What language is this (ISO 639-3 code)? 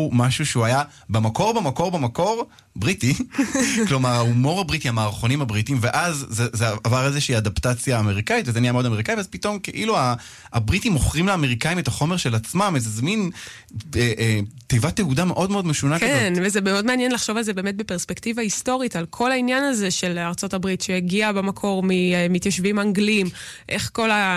heb